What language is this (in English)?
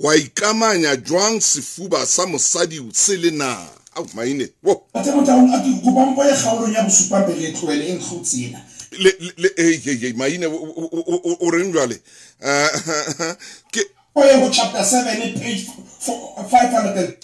Southern Sotho